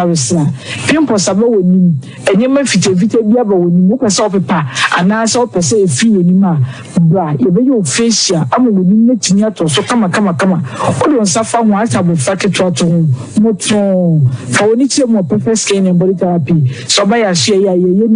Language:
Akan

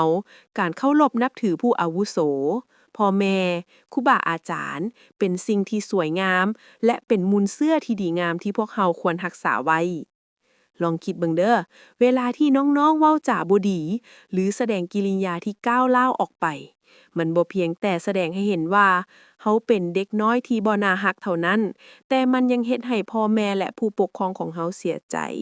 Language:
Lao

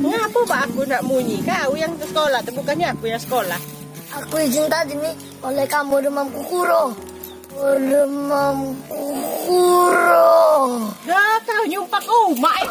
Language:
Musi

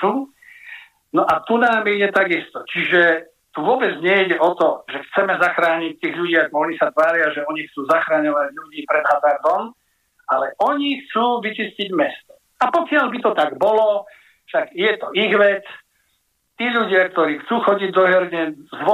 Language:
Slovak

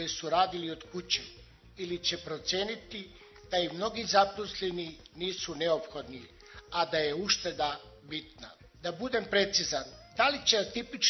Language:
Serbian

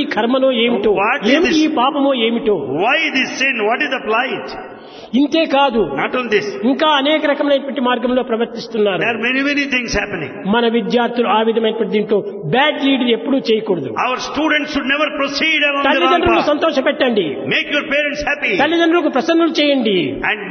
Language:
Telugu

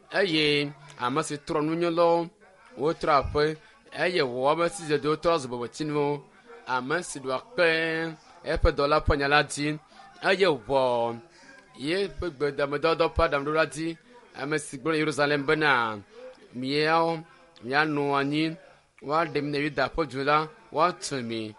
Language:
Ewe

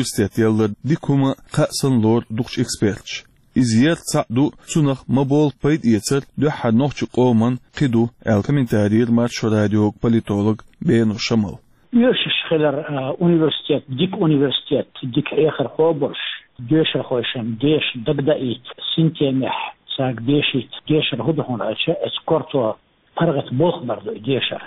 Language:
Chechen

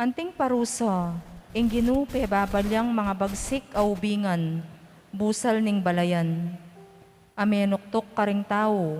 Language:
Pampanga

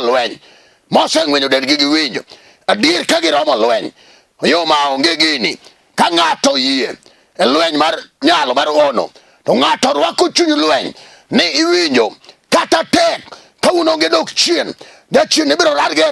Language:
Luo (Kenya and Tanzania)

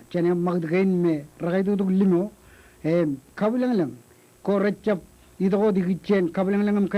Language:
Marshallese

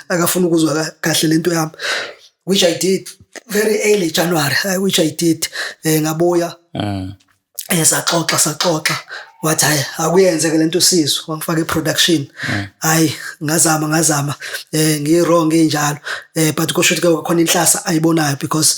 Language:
Zulu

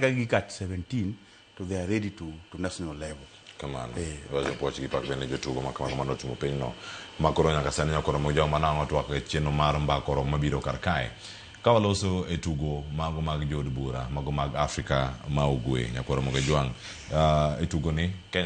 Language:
Luo (Kenya and Tanzania)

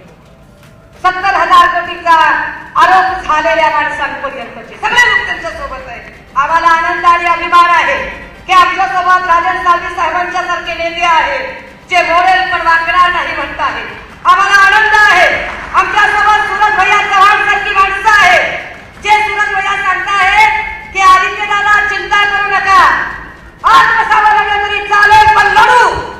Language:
Marathi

